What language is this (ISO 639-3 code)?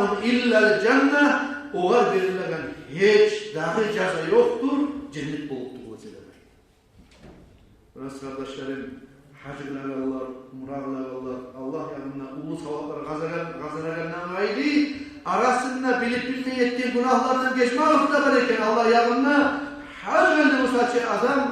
kum